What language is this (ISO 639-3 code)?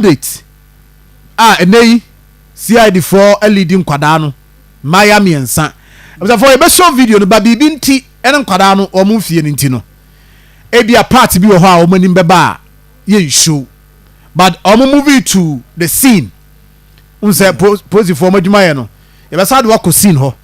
aka